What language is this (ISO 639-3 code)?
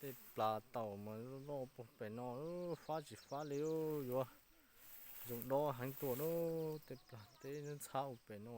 hmn